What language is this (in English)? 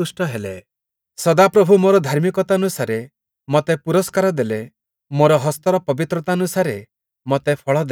Odia